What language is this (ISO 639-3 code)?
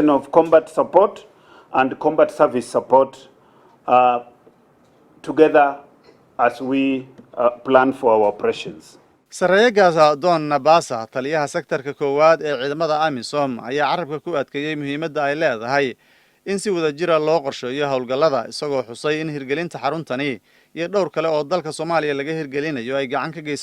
som